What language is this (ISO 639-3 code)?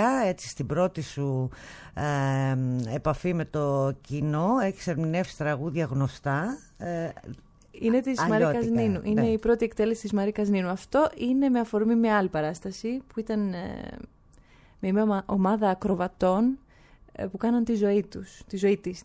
ell